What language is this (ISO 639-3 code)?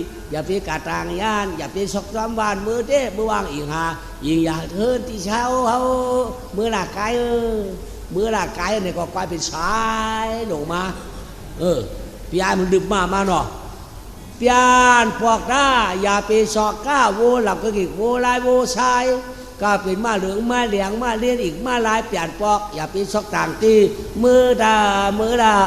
shn